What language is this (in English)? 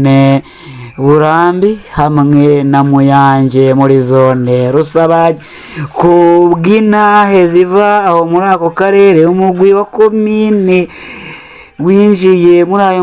Rundi